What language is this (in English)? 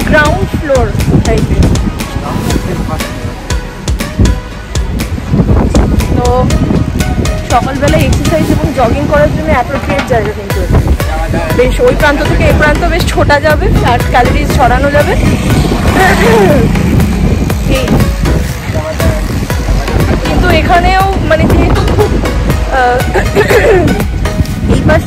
Bangla